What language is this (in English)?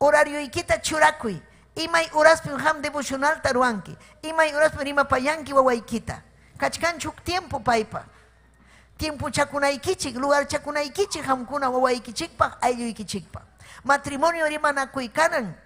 Ayacucho Quechua